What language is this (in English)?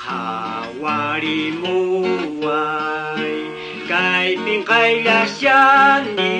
Quechua